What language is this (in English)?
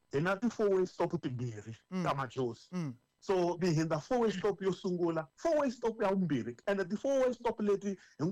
Tsonga